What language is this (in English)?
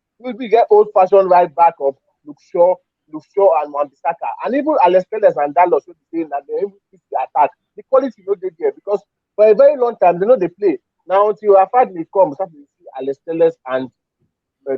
Nigerian Pidgin